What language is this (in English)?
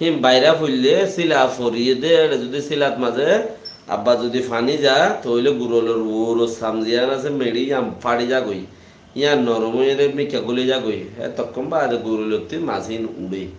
Rohingya